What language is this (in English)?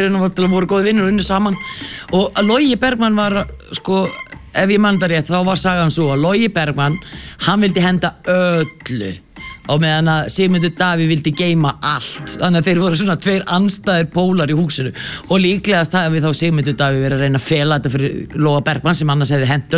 Icelandic